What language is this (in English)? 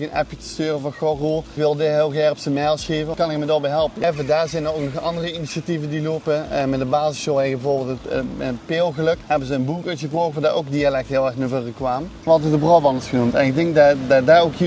Limburgish